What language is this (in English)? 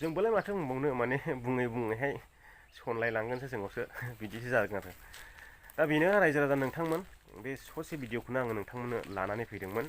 Bodo